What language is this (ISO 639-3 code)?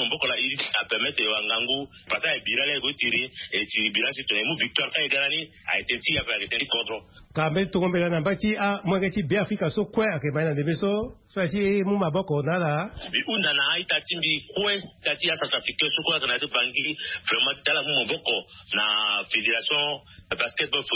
sag